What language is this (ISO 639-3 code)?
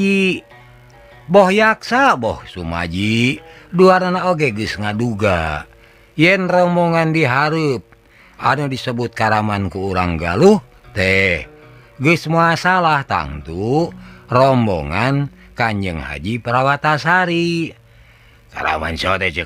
sun